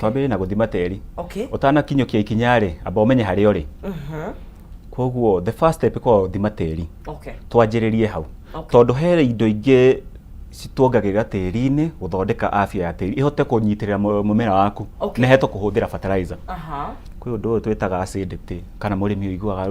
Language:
Kikuyu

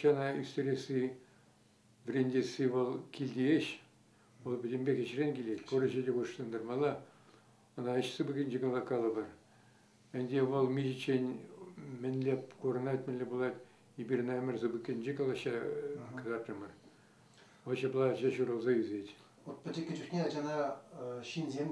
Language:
Chuvash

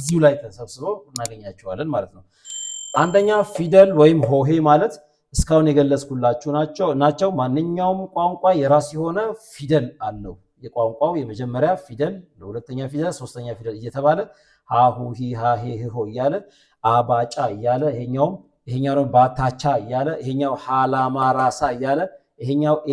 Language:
Amharic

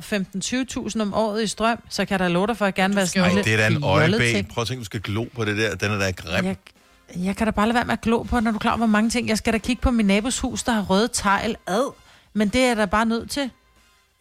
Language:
Danish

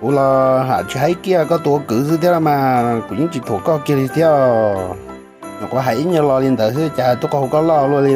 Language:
Hmong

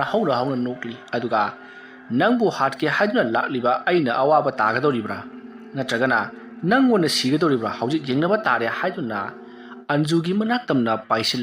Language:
Manipuri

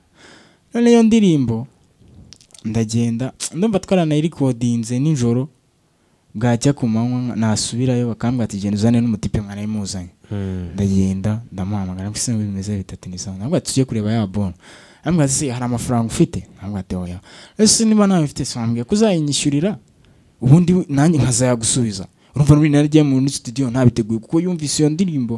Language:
Kinyarwanda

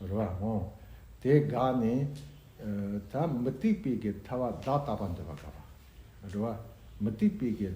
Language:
Tibetan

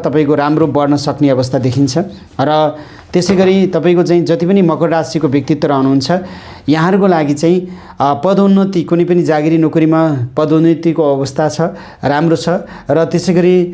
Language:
Nepali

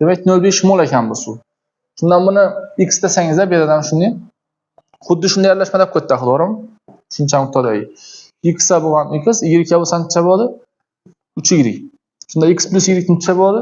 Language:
Uzbek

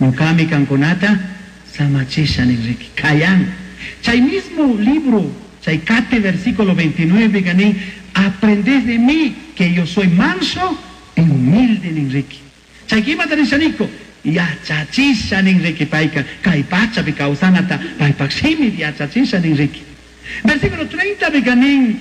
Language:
Chimborazo Highland Quichua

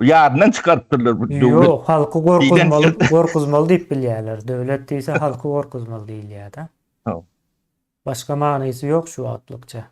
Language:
Turkmen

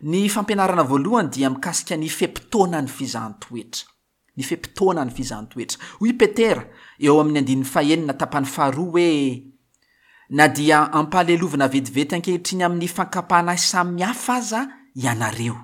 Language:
Malagasy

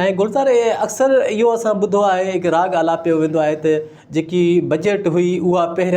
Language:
Sindhi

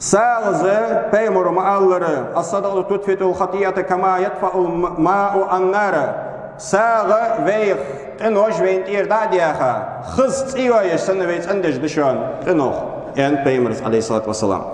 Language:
Ingush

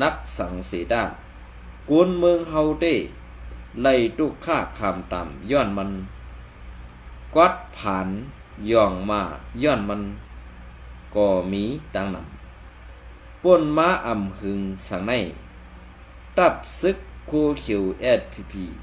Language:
Shan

